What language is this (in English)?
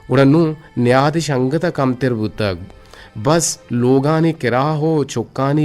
Eastern Balochi